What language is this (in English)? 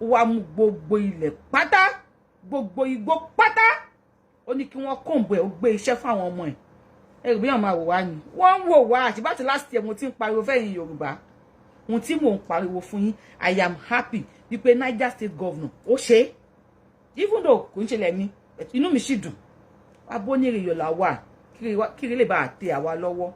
Yoruba